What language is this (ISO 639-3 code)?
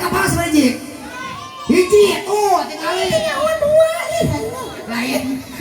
sun